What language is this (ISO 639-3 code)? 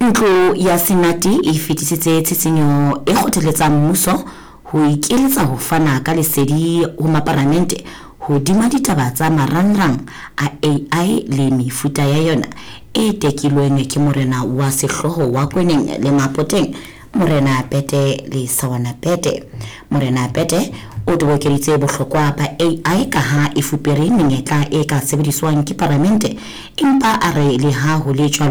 sot